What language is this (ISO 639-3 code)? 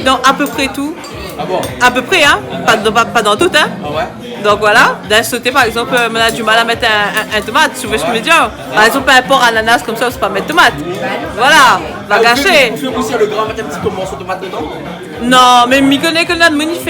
rcf